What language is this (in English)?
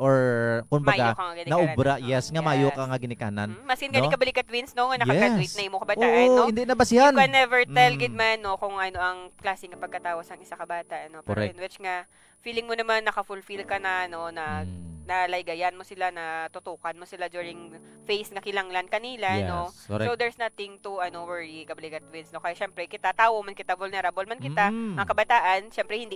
Hiligaynon